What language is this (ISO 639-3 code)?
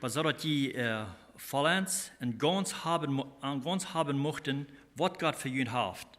pdt